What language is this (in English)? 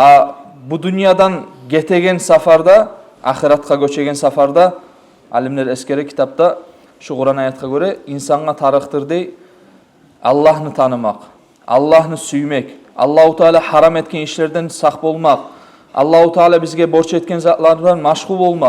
Kumyk